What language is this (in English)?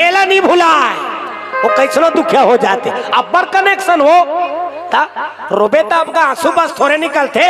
Chhattisgarhi